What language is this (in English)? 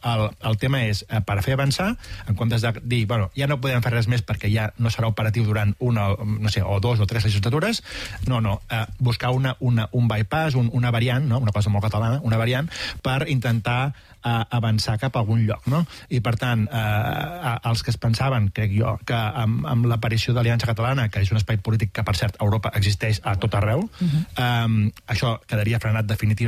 Catalan